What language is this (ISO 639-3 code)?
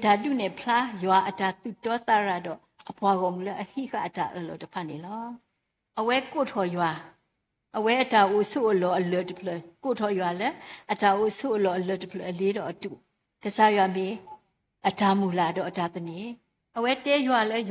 ksw